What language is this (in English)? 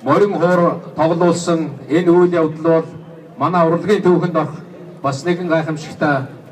Mongolian